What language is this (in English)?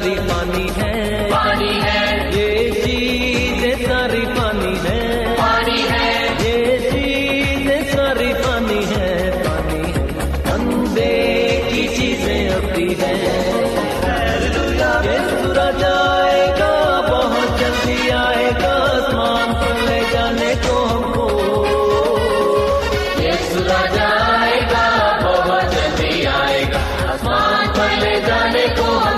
Urdu